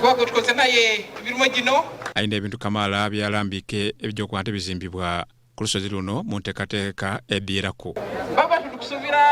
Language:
Soga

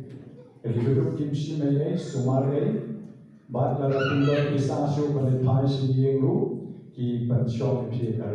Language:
Khasi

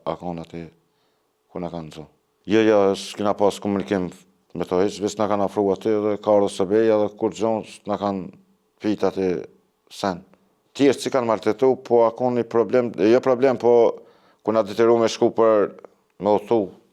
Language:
Albanian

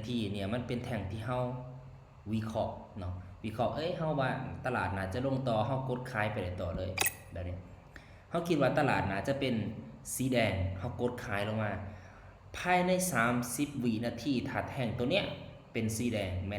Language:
Lao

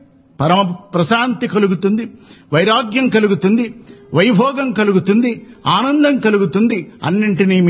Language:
Telugu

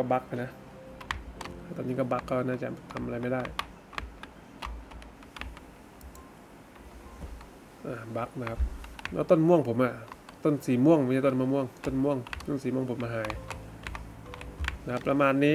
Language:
Thai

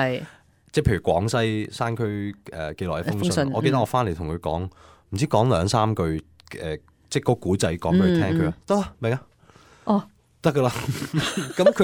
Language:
Cantonese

